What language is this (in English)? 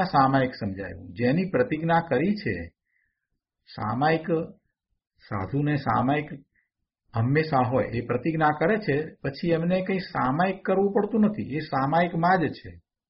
Gujarati